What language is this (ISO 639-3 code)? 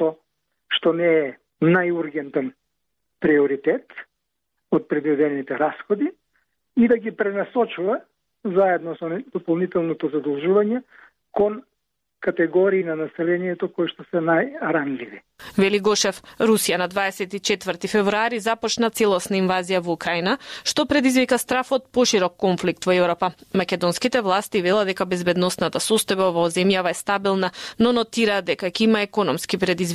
mkd